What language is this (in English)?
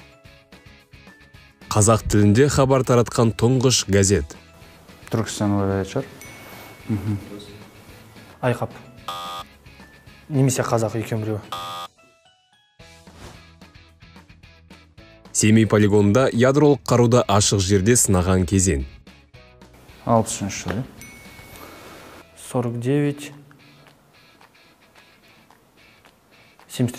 Kazakh